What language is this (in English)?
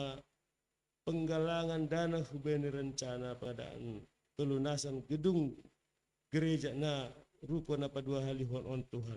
Batak Simalungun